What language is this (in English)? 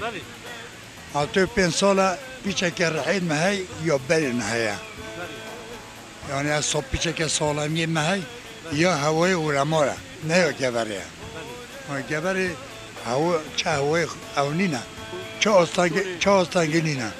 Kurdish